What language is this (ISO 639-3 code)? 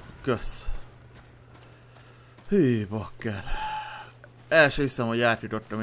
hun